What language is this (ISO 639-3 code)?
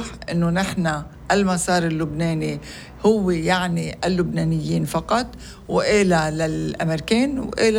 apc